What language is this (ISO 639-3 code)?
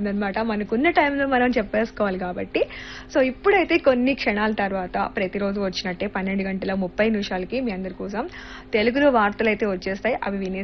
tel